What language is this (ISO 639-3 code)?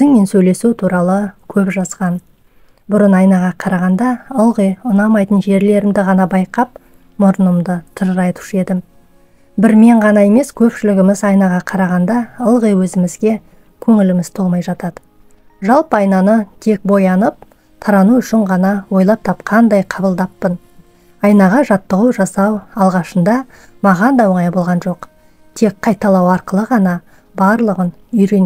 kaz